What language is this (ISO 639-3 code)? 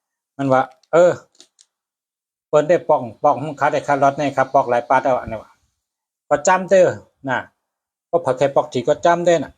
shn